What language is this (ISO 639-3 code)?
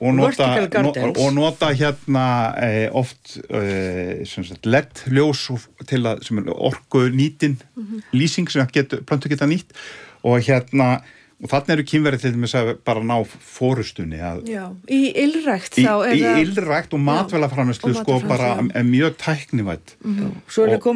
isl